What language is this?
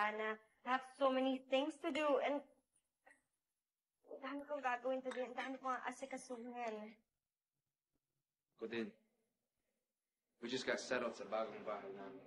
Filipino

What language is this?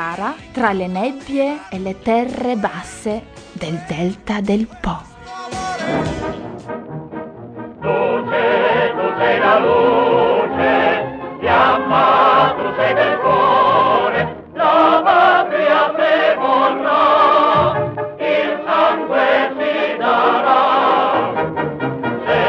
Italian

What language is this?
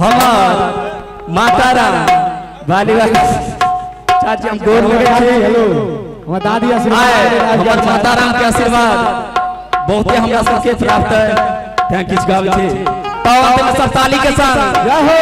Maithili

